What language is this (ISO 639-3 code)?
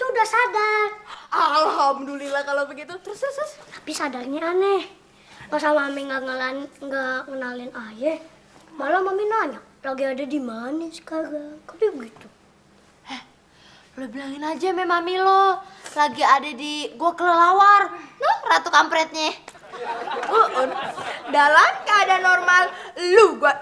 bew